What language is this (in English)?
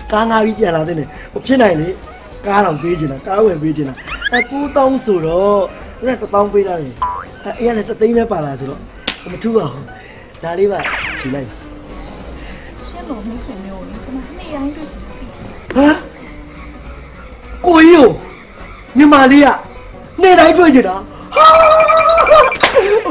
Burmese